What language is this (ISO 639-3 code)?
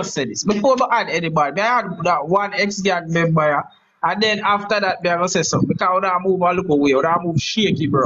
jam